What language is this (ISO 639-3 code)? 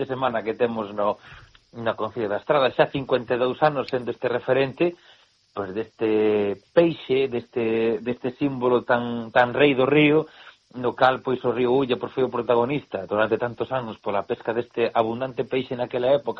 glg